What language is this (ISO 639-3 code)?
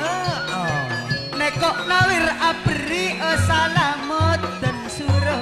mad